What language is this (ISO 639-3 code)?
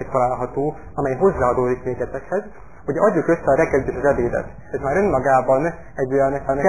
hun